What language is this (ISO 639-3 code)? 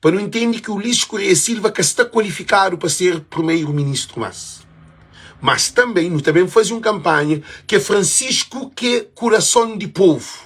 kea